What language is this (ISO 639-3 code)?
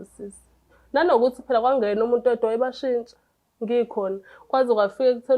zul